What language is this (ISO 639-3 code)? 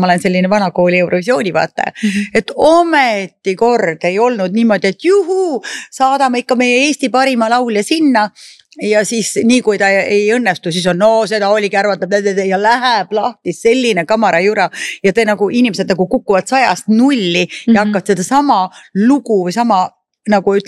est